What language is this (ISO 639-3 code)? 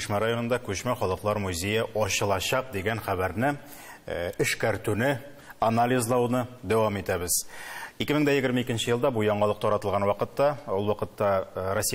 tat